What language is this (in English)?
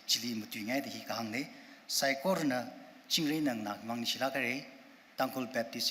Tangkhul Naga (India)